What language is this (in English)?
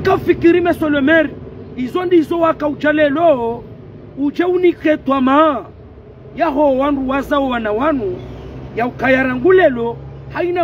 Ngazidja Comorian